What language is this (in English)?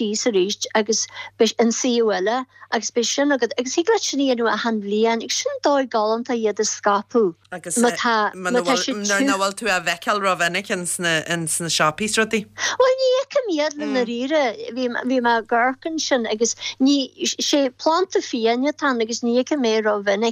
Irish